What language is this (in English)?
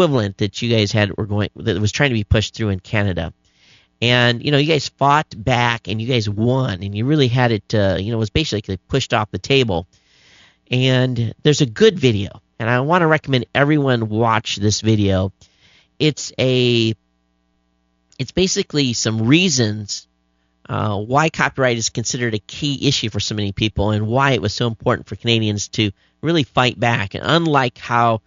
English